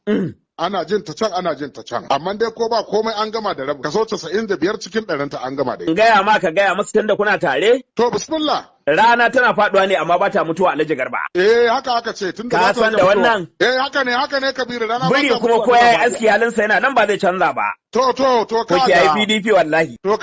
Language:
Hausa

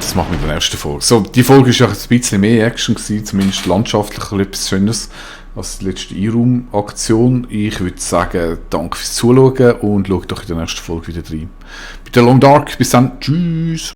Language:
Swiss German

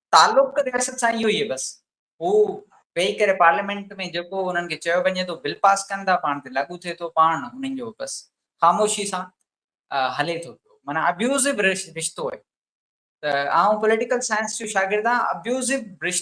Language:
Sindhi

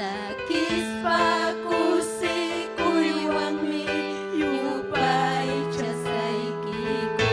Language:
Ayacucho Quechua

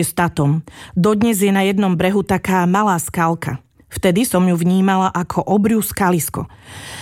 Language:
Slovak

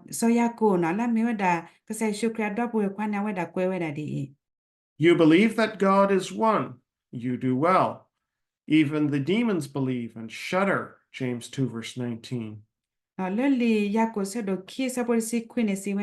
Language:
S'gaw Karen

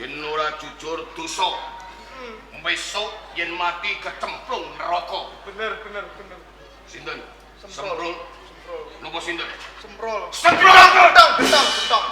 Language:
Javanese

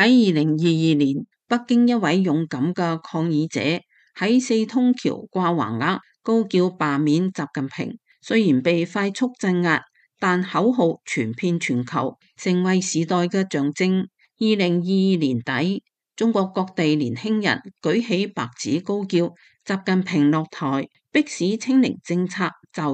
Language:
Cantonese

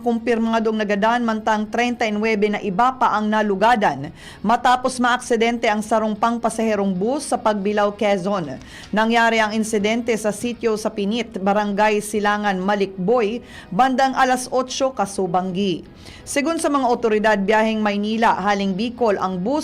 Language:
Bikol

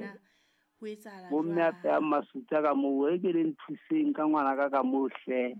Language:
Southern Sotho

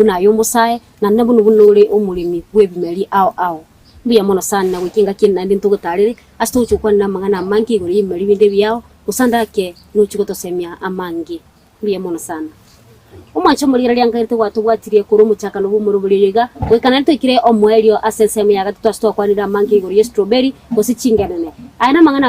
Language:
Gusii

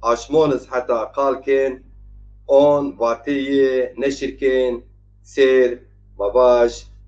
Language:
Zaza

